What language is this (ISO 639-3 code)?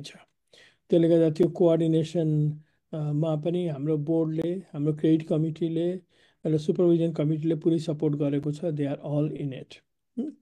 nep